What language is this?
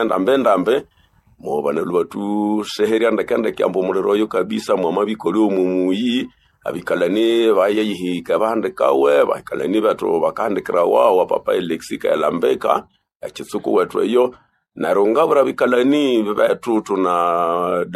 Nande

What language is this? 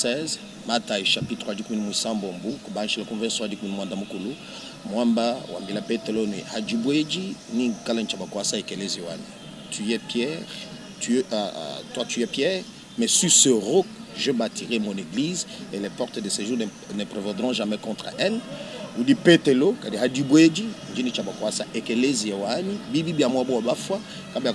Luba-Lulua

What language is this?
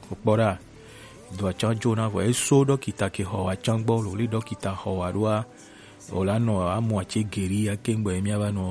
Gen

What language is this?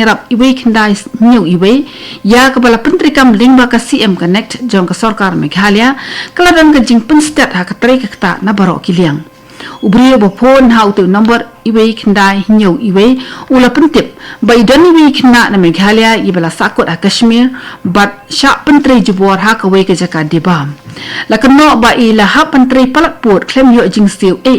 Khasi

